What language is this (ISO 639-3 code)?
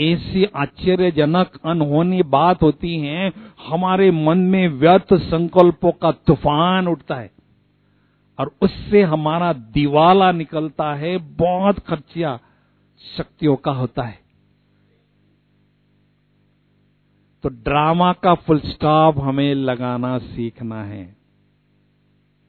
hin